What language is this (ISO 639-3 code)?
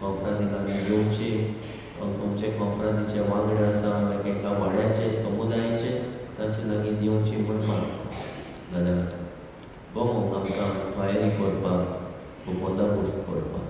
kok